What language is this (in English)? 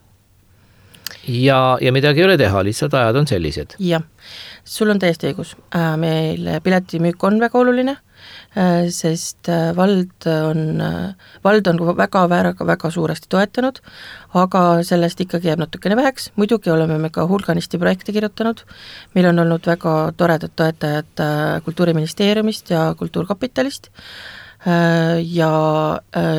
Estonian